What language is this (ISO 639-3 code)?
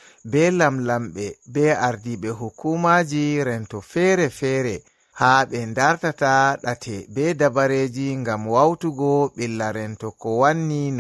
ful